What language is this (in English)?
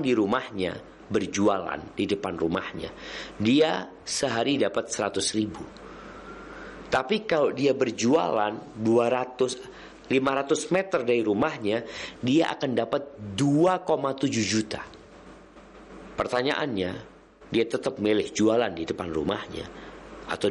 Indonesian